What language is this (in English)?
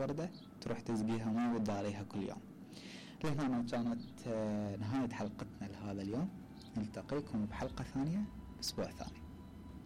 Mesopotamian Arabic